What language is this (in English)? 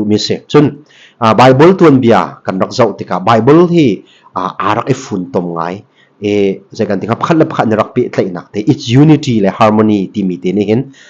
Hakha Chin